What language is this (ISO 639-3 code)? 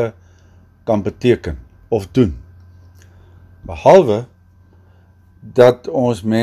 afr